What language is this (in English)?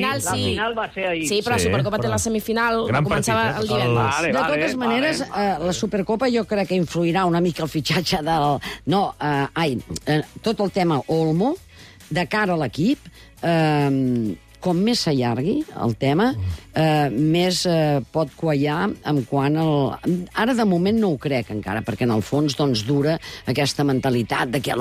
Catalan